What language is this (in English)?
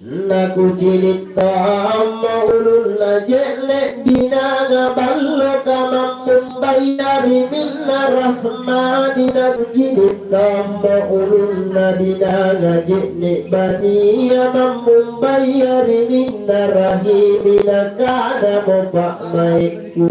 Makasar